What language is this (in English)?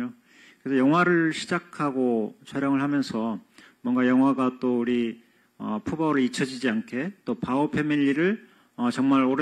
Korean